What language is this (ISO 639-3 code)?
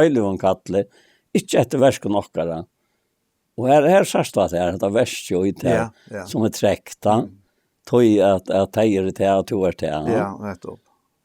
fao